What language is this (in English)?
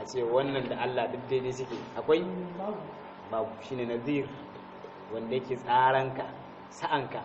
Hausa